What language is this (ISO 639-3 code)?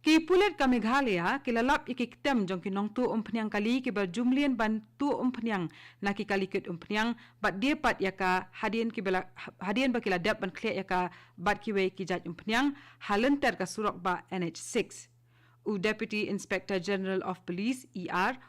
kha